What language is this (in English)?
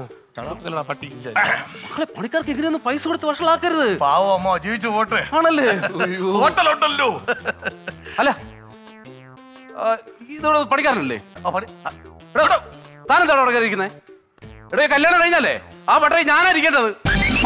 Malayalam